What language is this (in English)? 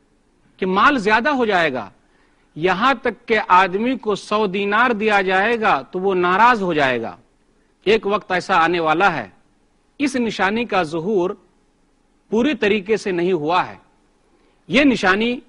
Urdu